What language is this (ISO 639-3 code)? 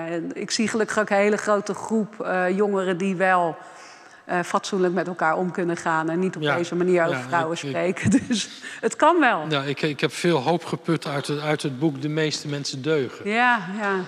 nld